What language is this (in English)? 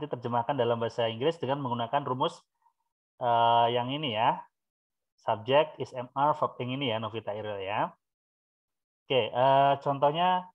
Indonesian